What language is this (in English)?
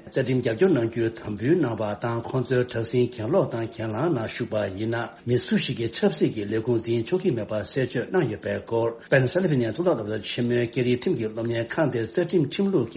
Tibetan